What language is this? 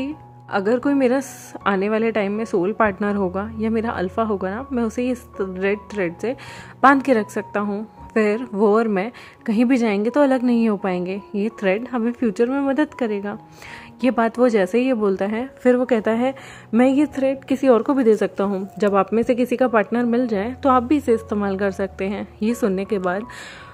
Hindi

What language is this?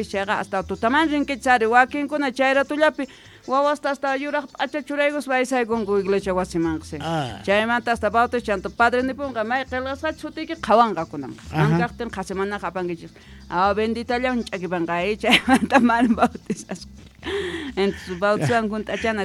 Quechua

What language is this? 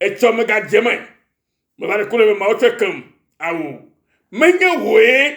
Ewe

